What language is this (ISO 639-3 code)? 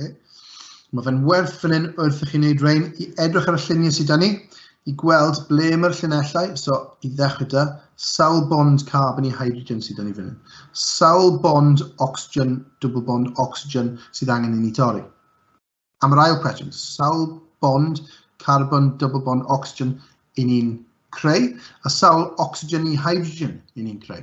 cym